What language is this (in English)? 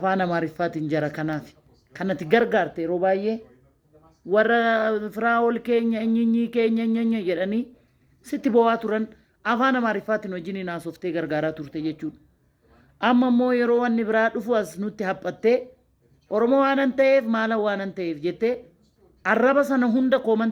Oromo